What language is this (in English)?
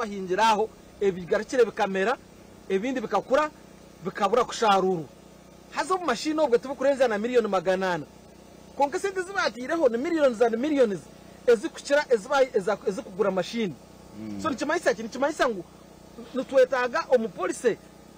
Nyankole